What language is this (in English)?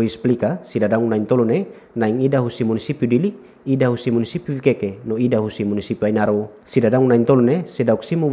Tetum